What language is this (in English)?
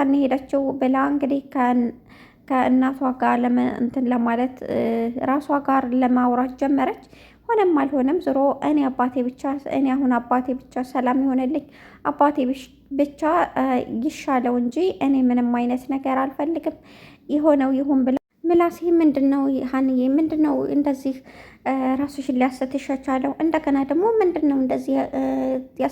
Amharic